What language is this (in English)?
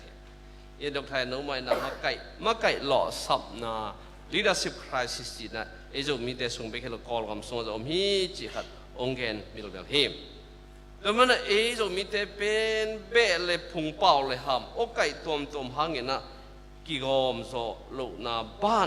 Tedim Chin